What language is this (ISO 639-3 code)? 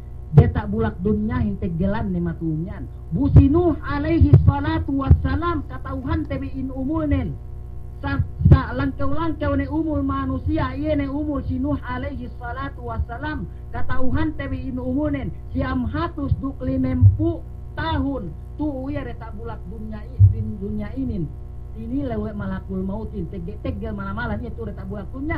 yka